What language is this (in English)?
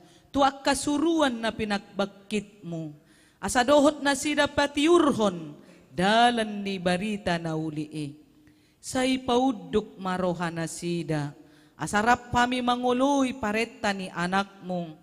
Batak Toba